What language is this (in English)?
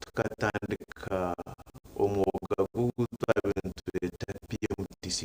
Nyankole